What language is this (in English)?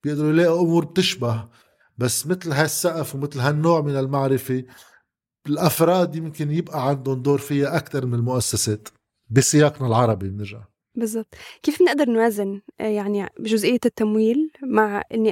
North Levantine Arabic